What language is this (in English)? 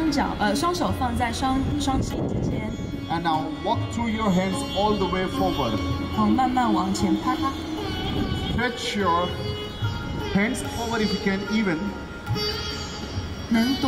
Chinese